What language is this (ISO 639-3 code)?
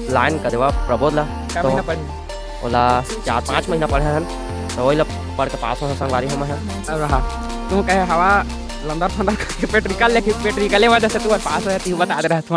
hne